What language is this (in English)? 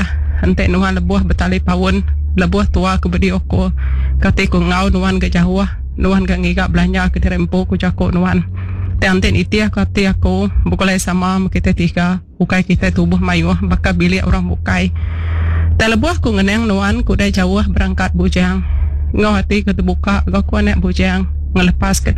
Iban